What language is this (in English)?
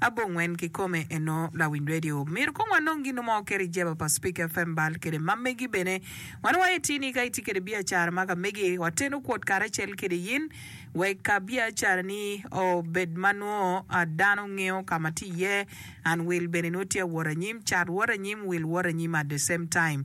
Acoli